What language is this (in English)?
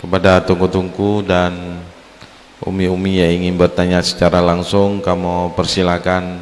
Achinese